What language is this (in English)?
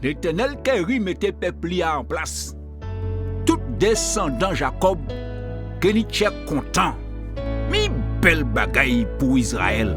Guadeloupean Creole French